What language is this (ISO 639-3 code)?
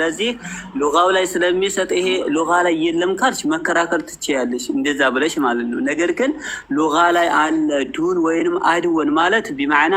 amh